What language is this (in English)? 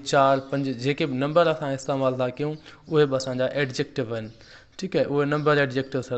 Sindhi